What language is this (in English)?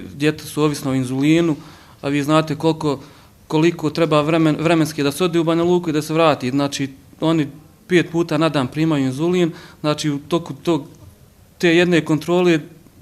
Bosnian